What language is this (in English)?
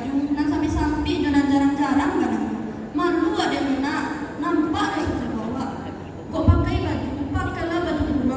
Minangkabau